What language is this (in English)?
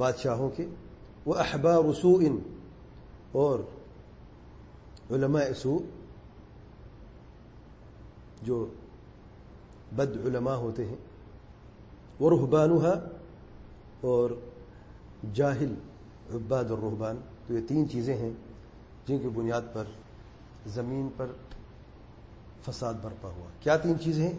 Urdu